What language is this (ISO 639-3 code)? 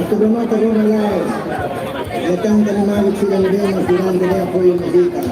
tet